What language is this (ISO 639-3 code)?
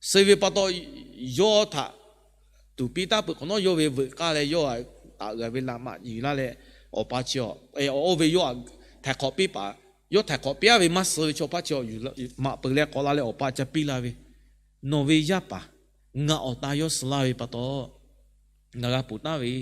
lhu